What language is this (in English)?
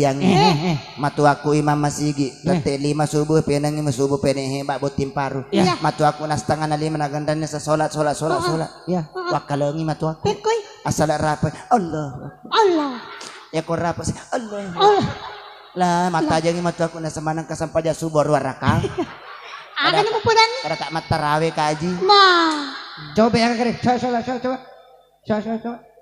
Buginese